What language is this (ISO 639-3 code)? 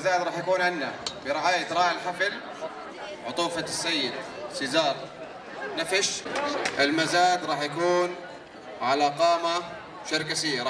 apc